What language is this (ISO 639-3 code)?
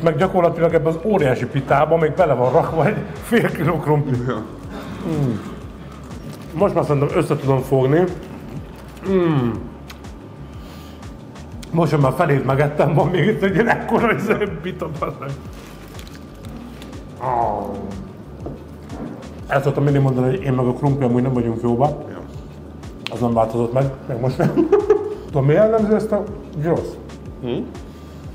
hun